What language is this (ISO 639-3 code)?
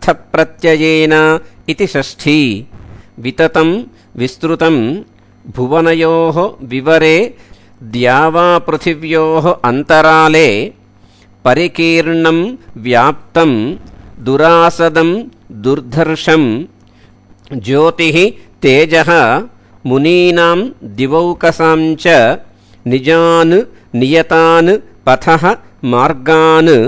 san